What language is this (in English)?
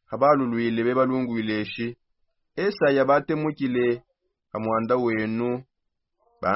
Songe